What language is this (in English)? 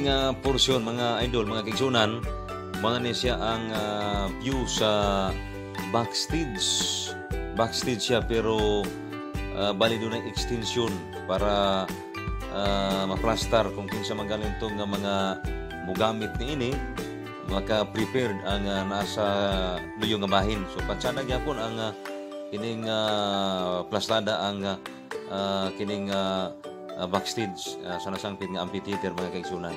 Cebuano